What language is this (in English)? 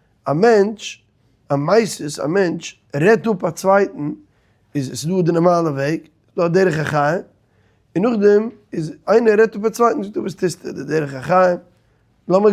Yiddish